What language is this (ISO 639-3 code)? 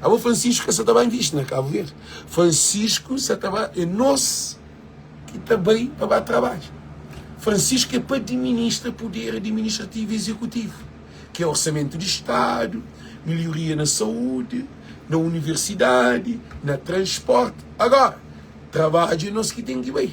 kea